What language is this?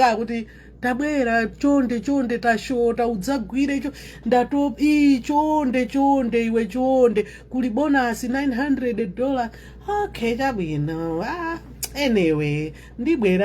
Nyanja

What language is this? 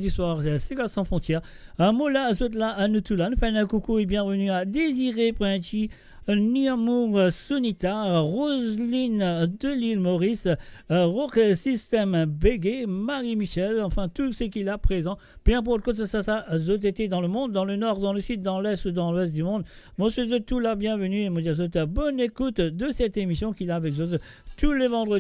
Morisyen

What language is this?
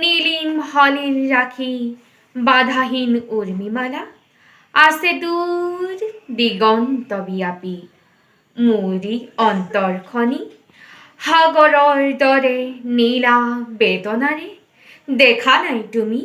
Assamese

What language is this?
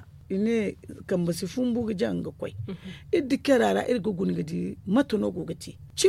Zarma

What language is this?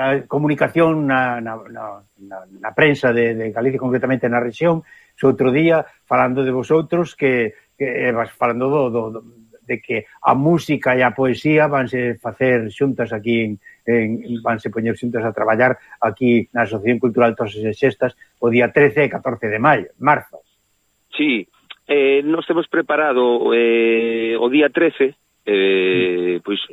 Galician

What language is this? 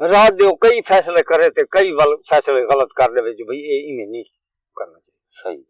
Saraiki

